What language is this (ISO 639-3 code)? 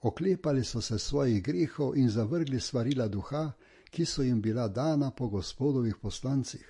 slv